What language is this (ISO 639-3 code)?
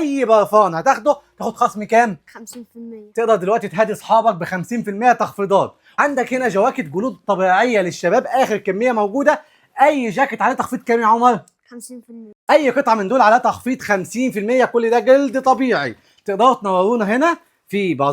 arz